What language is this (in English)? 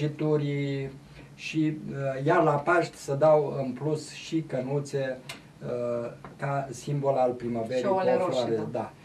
Romanian